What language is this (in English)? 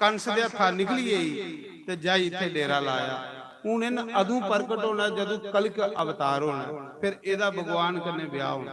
Dogri